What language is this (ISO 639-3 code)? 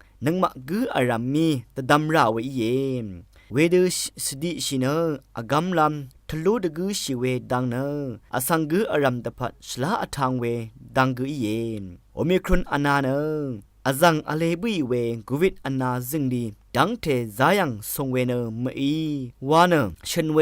raw